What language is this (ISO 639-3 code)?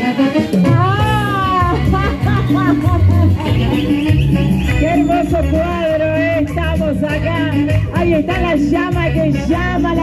spa